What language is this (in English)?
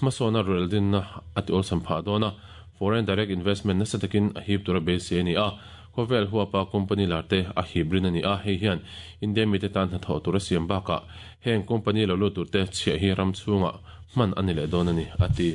Mizo